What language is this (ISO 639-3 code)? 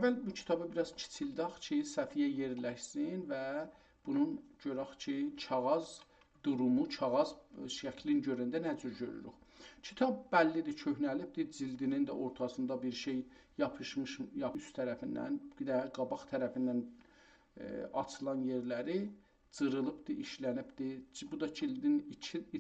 azb